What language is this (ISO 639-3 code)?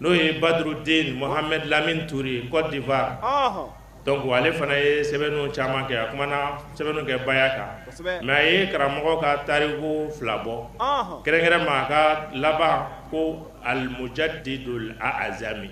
bam